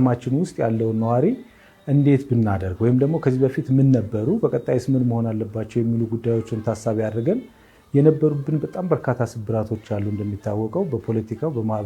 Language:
Amharic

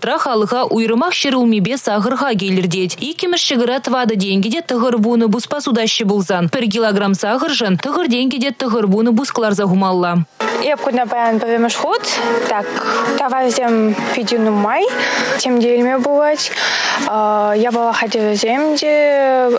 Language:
Chuvash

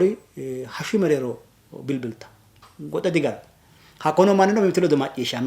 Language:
Sidamo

